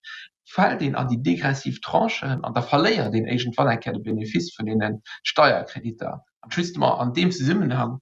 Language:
Luxembourgish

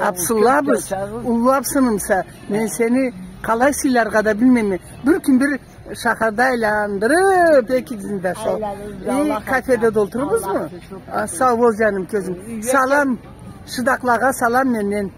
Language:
Karachay-Balkar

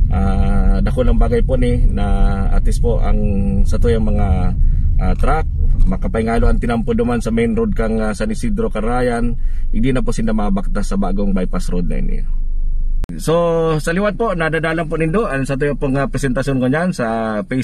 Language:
Bikol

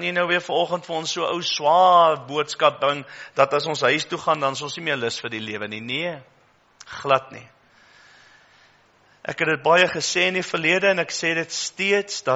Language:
Afrikaans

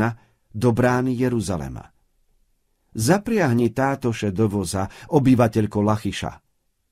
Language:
Slovak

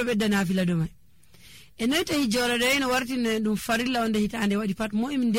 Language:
Nigerian Fulfulde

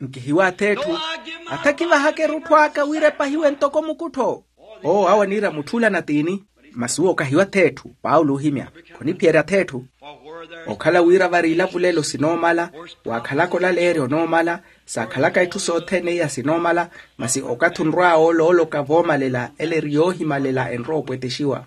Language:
Makhuwa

